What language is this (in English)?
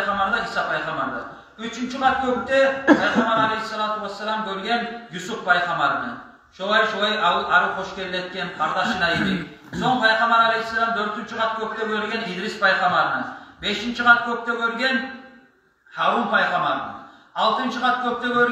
Kumyk